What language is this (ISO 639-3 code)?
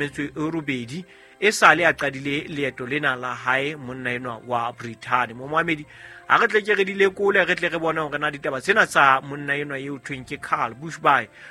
sot